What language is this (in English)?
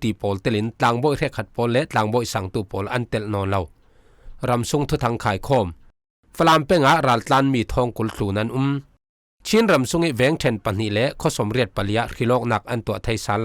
Falam Chin